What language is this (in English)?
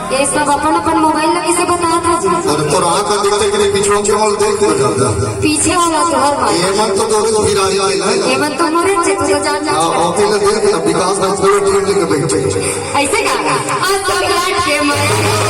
Chhattisgarhi